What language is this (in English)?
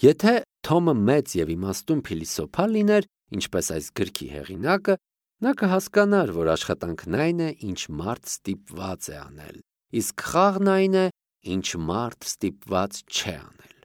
Armenian